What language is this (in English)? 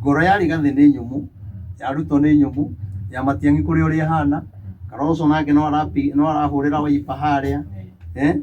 Kikuyu